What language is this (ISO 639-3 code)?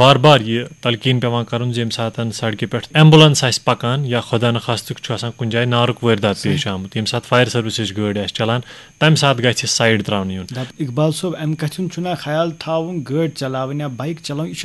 kas